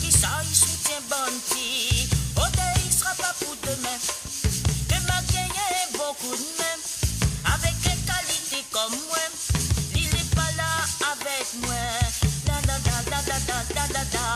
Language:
Morisyen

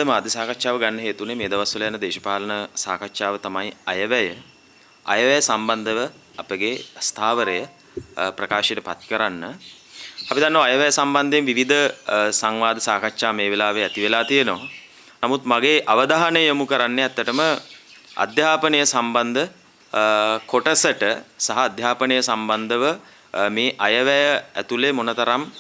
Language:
Sinhala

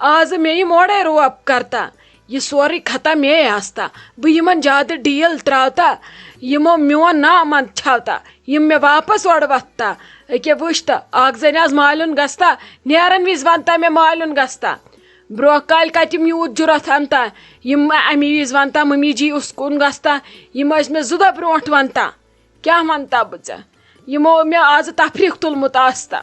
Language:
Kashmiri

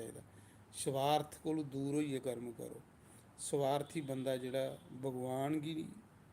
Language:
Dogri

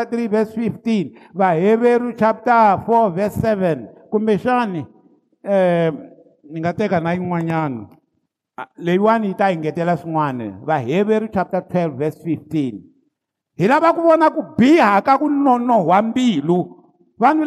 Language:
Tsonga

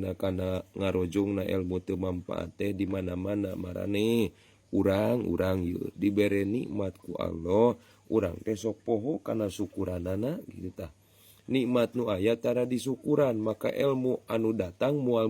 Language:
Sundanese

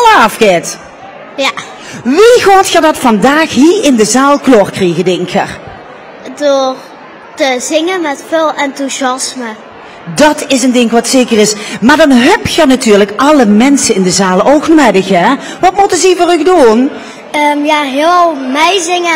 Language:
Limburgish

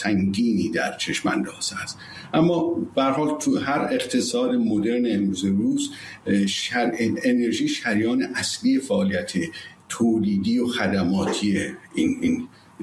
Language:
Persian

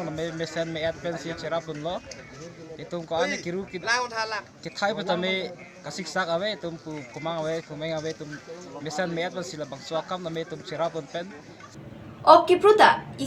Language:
Karbi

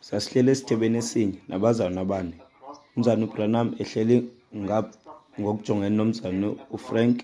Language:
Xhosa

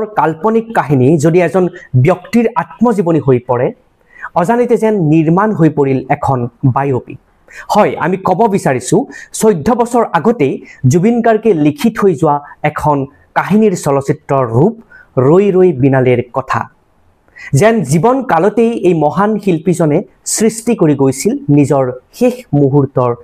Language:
Assamese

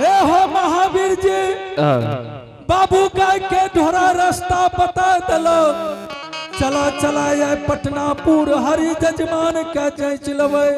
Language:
Angika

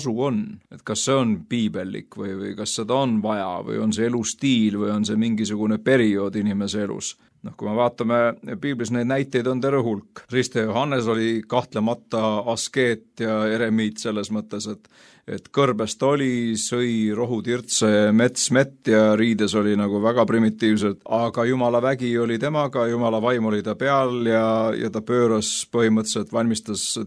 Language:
Estonian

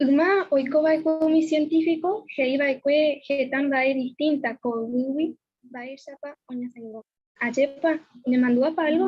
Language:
Guarani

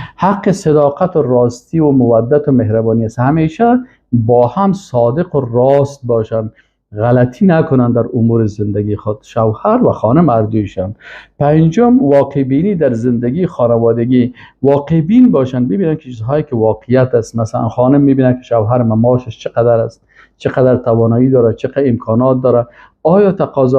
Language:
Persian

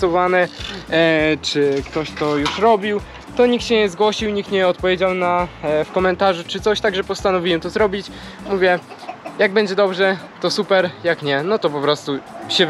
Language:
Polish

